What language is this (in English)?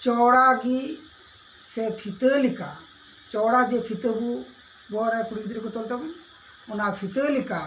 Santali